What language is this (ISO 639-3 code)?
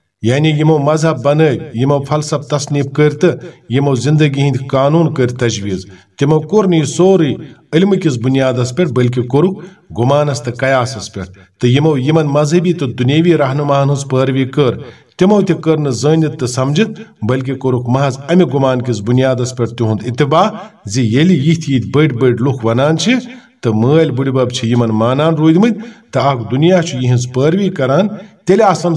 kas